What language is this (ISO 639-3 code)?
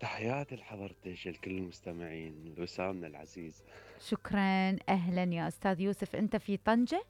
acm